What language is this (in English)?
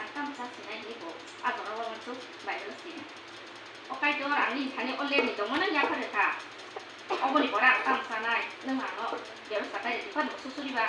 Kok Borok